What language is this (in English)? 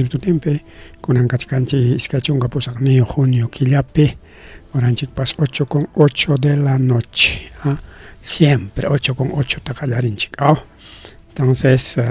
Ayacucho Quechua